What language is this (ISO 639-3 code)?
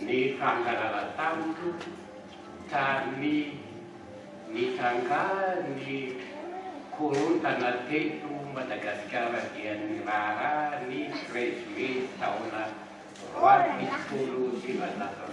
mlg